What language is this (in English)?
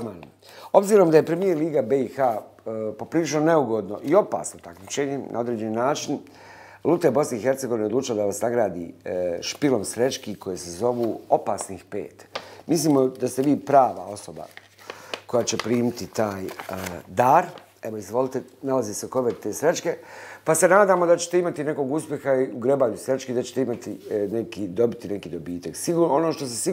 Bosnian